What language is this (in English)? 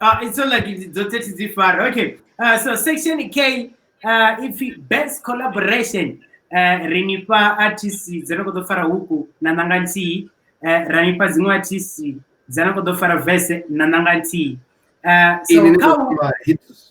Venda